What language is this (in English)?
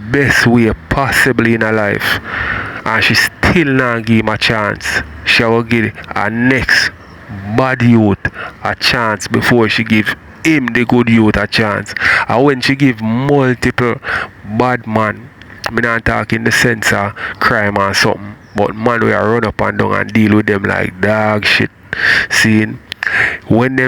Jamaican Creole English